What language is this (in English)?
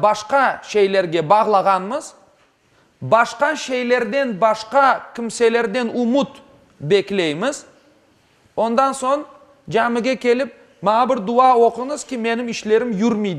Crimean Tatar